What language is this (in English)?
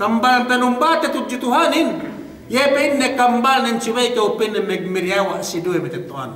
Yakan